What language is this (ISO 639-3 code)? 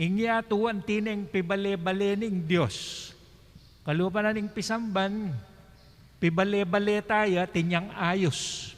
pam